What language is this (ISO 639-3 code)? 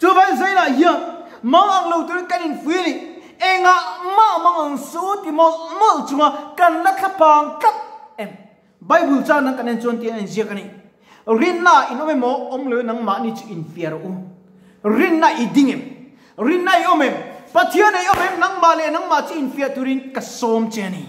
lus